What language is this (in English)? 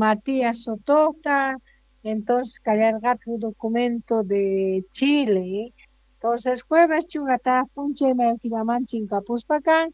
Quechua